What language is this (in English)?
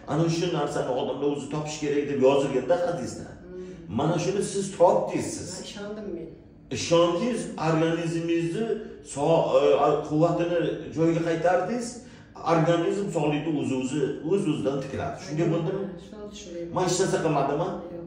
Uzbek